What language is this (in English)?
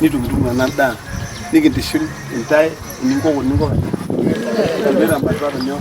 Masai